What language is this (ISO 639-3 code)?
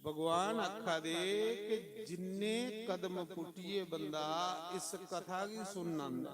doi